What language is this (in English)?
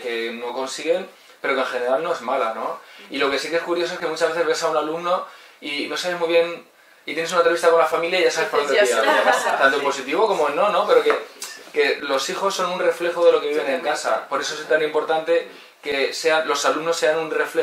Spanish